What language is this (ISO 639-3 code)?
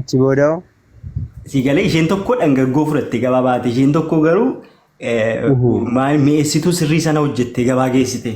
orm